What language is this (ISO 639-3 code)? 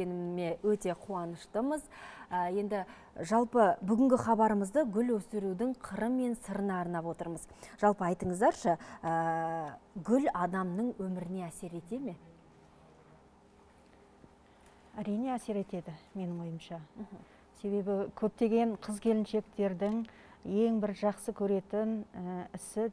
kaz